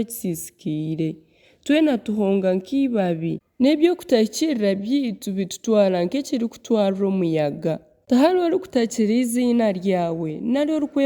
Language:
Nyankole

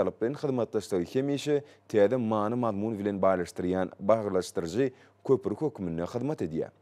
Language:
Turkmen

